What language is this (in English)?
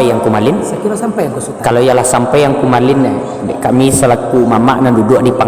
Minangkabau